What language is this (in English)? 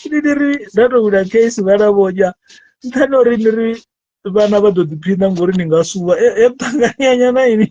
Venda